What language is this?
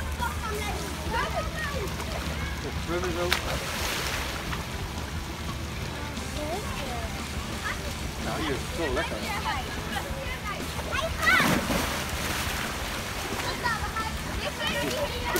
Dutch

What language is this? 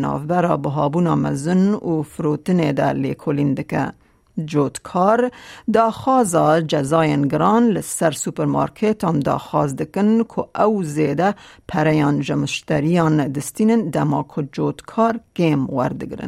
Kurdish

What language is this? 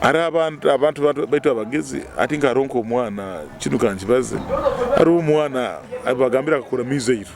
Nyoro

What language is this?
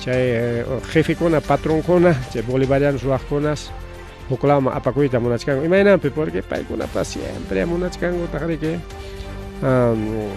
Ayacucho Quechua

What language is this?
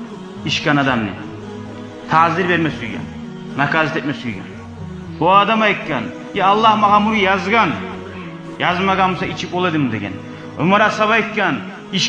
Kumyk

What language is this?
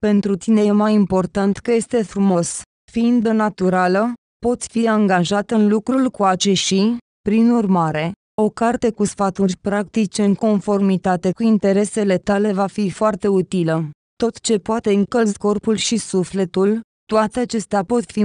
Romanian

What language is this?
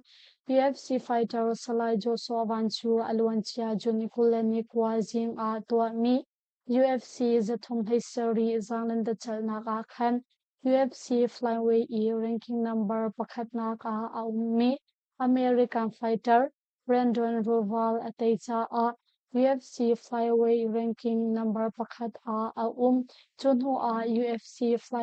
Hakha Chin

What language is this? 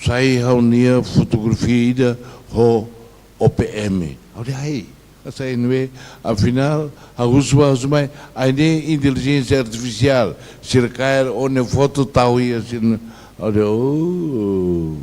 Tetum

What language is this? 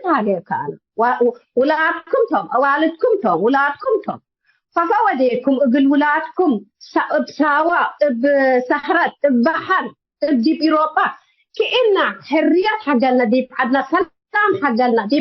Tigre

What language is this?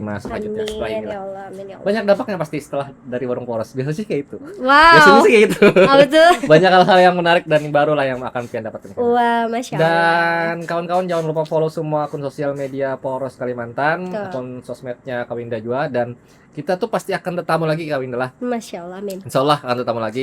Banjar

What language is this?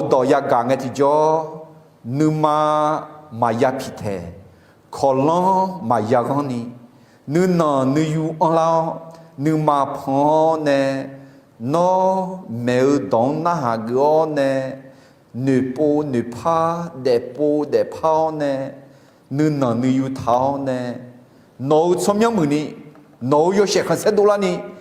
Akha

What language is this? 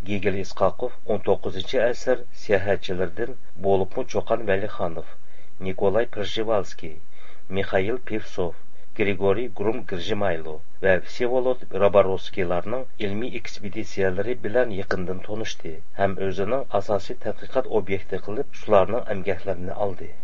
Uyghur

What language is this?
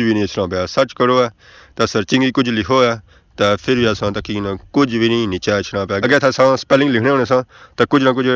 Pahari-Potwari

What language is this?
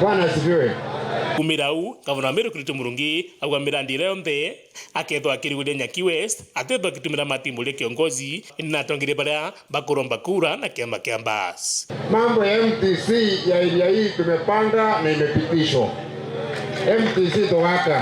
Meru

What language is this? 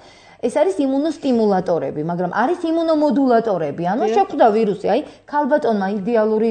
Georgian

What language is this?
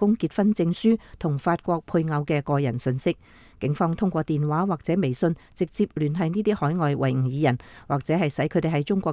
Cantonese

